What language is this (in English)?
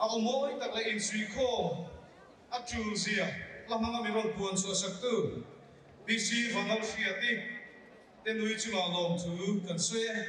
Mizo